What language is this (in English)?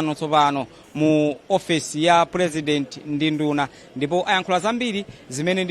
Nyanja